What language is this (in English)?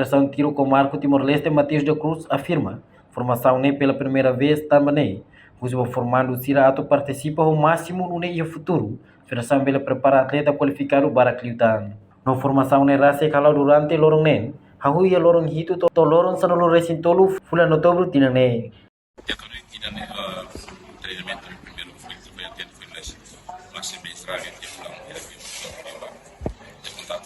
Tetum